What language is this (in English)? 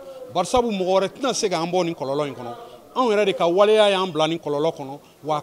Bambara